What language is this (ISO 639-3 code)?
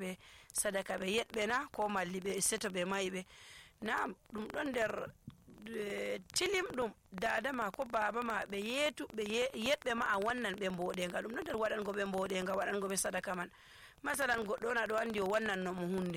fuv